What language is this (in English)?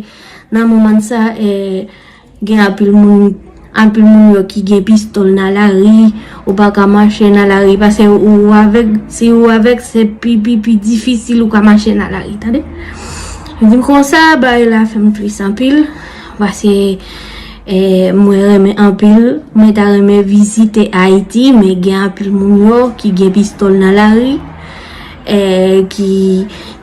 Haitian Creole